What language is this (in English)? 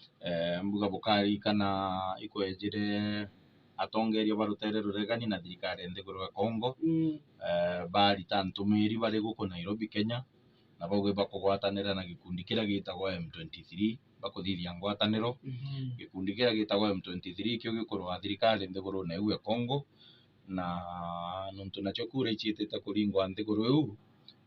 Meru